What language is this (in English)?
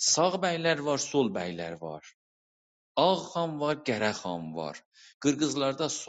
South Azerbaijani